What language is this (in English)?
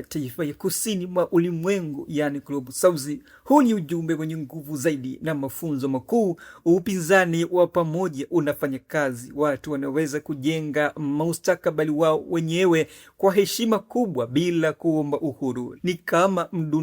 Swahili